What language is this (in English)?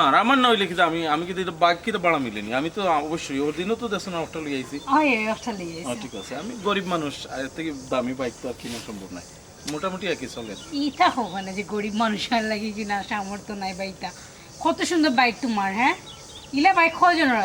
Sylheti